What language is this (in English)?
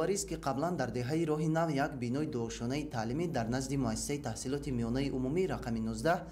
Tajik